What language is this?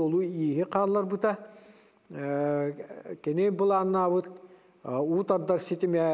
Yakut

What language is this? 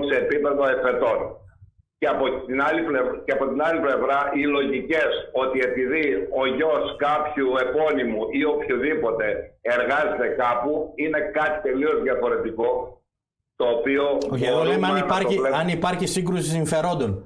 Greek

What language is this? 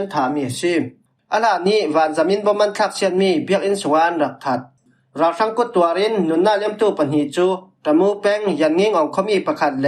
Falam Chin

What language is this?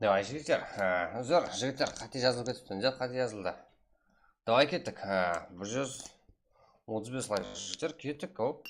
Kara-Kalpak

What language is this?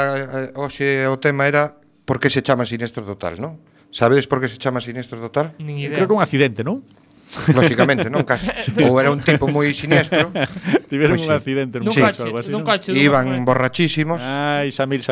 Galician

